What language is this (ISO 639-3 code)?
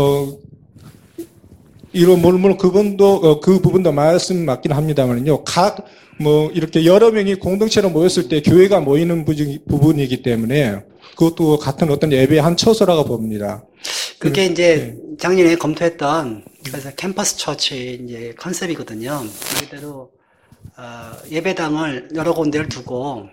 kor